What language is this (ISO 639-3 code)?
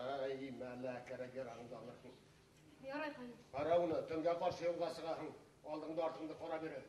bak